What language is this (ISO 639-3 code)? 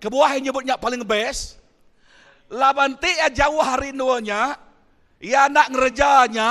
iba